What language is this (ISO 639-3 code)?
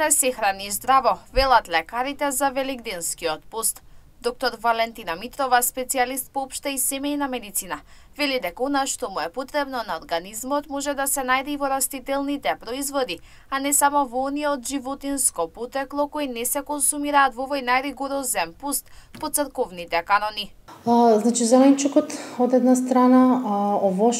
mkd